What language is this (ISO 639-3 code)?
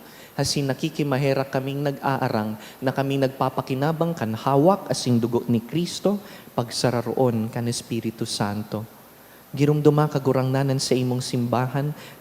bik